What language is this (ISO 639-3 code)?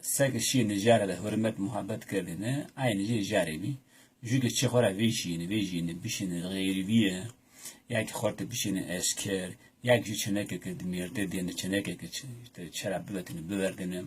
zza